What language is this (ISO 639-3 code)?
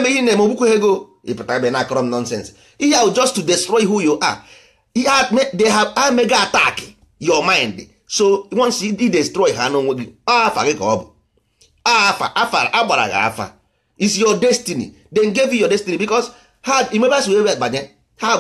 ibo